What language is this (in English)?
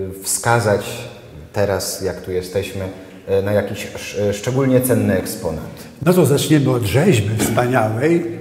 Polish